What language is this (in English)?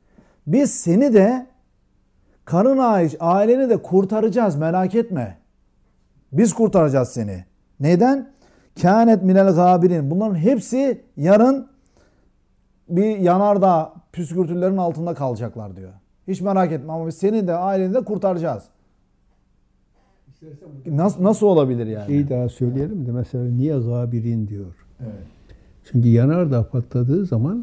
Turkish